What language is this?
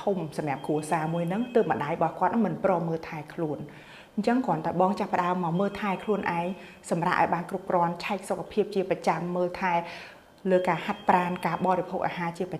Khmer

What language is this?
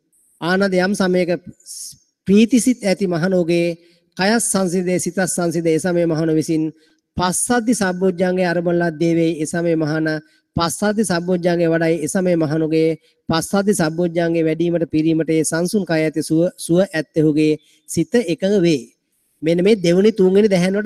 Sinhala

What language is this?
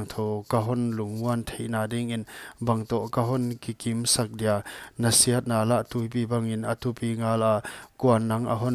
Paite Chin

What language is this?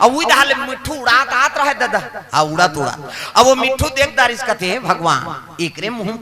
Chhattisgarhi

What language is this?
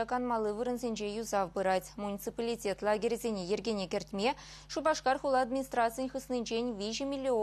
Chuvash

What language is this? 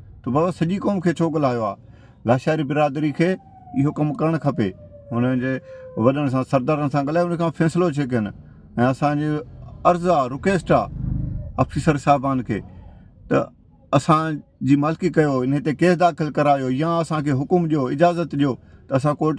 Sindhi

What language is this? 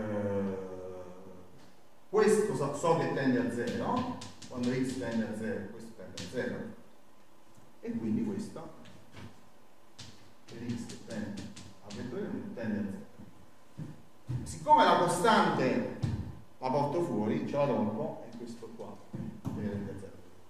Italian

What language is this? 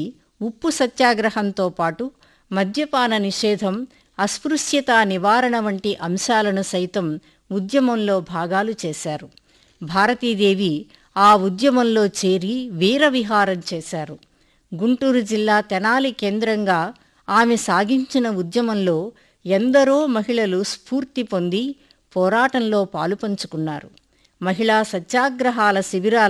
Telugu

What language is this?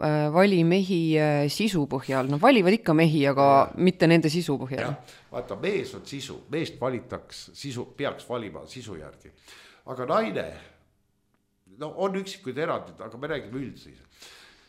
Estonian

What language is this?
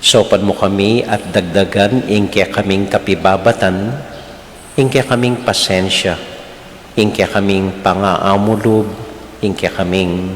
Pampanga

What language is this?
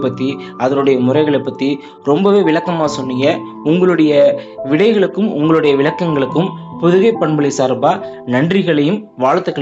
Tamil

